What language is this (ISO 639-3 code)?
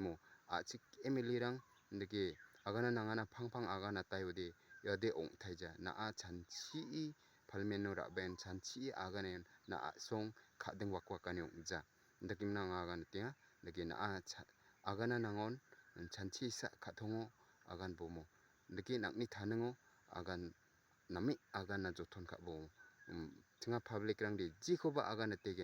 grt